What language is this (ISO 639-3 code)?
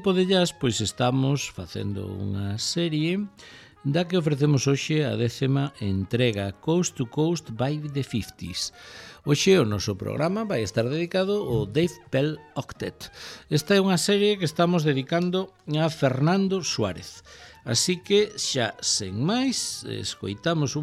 glg